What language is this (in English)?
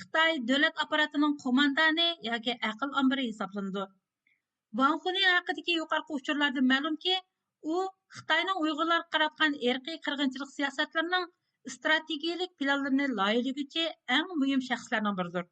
Uyghur